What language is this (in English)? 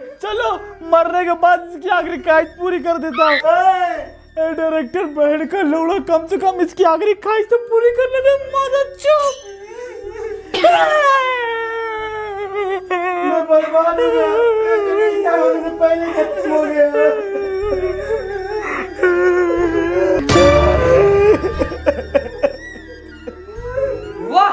Hindi